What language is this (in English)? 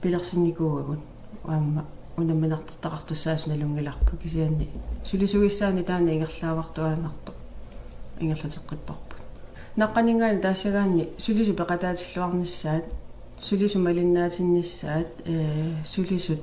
Kalaallisut